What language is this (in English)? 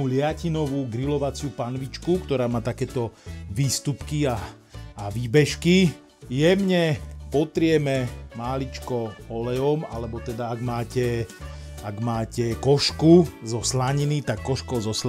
Slovak